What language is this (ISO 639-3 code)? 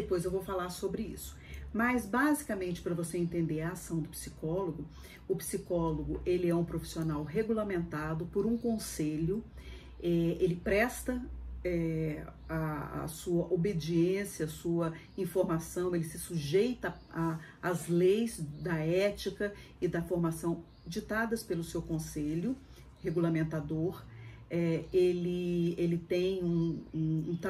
por